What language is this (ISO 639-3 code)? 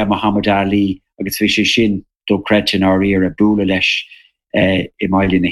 gle